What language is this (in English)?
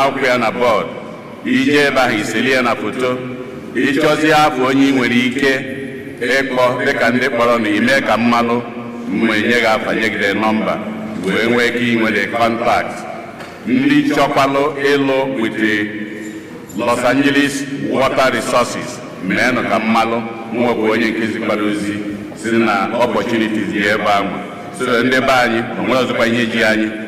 Igbo